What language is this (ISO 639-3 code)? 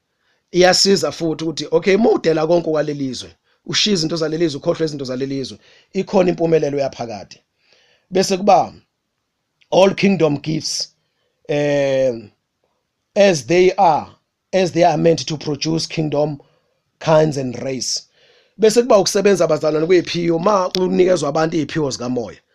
zul